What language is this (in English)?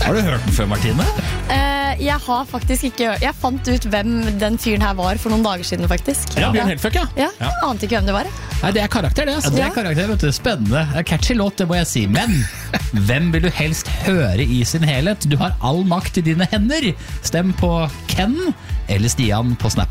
Norwegian